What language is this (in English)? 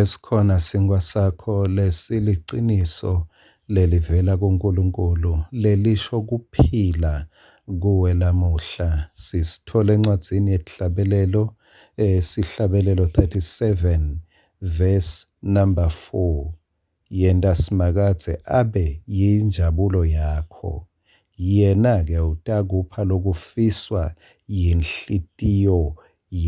Swati